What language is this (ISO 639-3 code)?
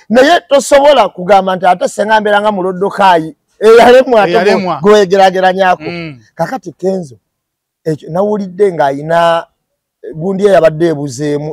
lug